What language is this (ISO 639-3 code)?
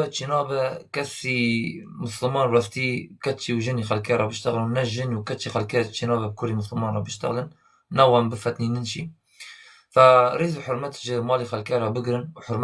kur